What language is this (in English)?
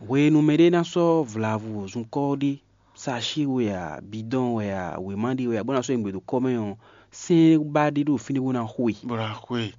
Fon